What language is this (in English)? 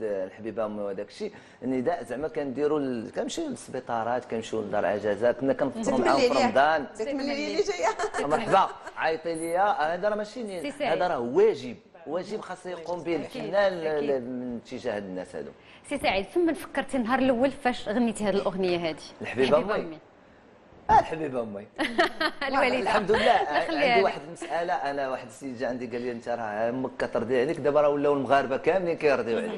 Moroccan Arabic